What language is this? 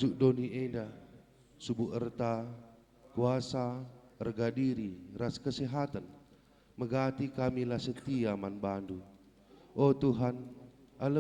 Batak Karo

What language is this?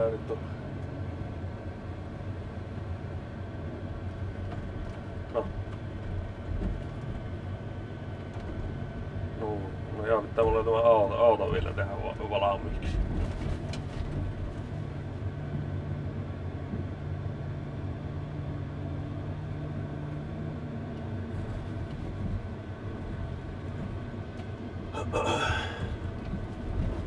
Finnish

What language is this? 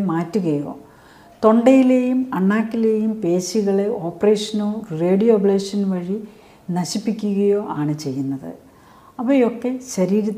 Malayalam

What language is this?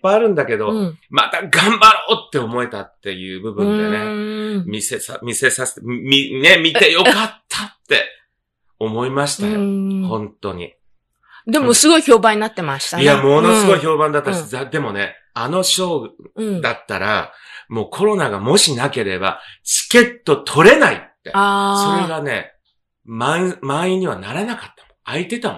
Japanese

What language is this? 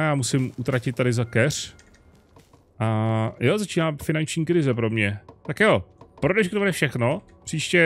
Czech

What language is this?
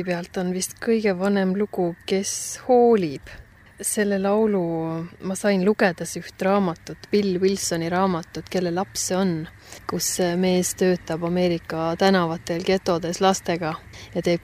Estonian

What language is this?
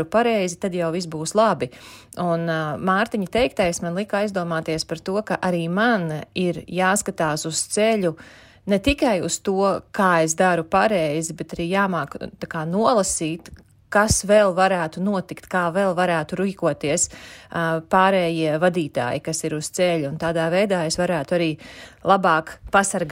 Latvian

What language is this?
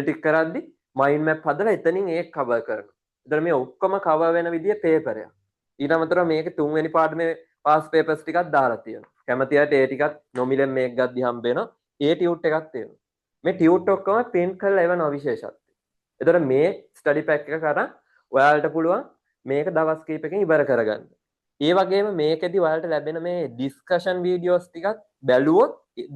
Sinhala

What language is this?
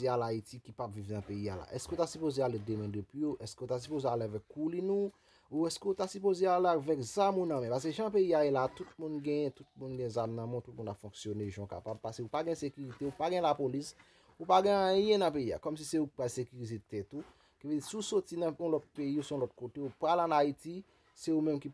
Haitian Creole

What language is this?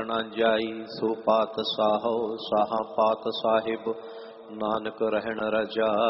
Punjabi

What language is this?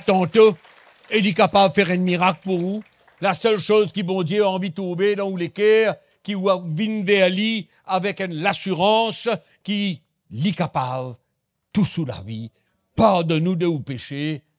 Morisyen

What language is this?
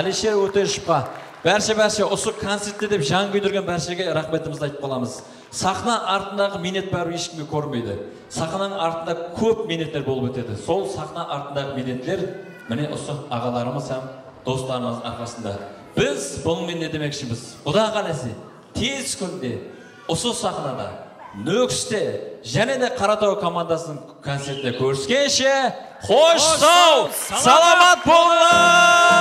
Kara-Kalpak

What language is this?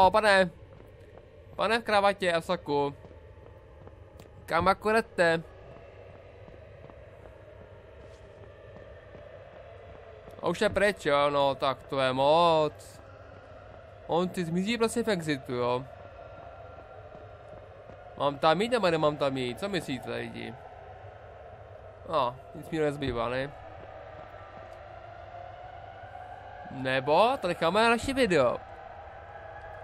Czech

